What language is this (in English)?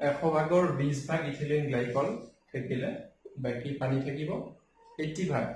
Assamese